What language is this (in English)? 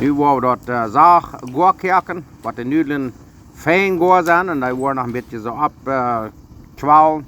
Plautdietsch